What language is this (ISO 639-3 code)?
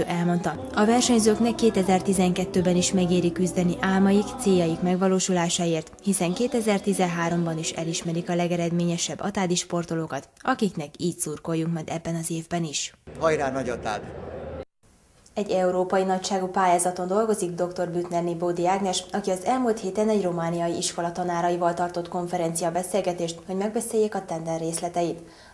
hun